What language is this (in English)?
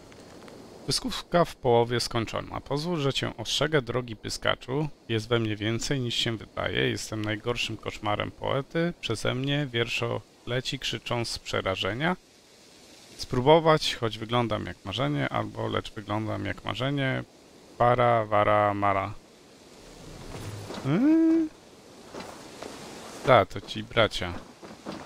Polish